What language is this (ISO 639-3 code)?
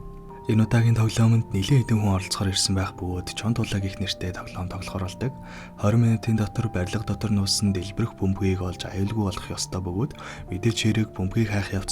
mon